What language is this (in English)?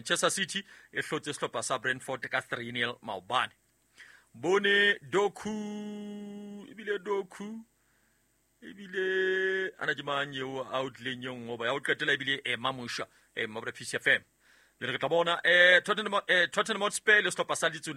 Southern Sotho